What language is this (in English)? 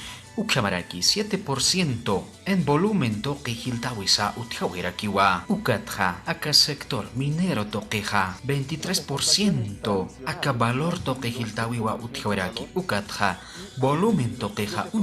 Aymara